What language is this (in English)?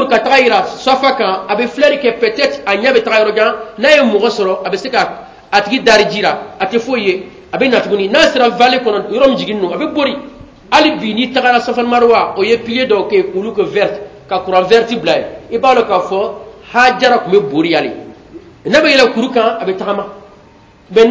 Bambara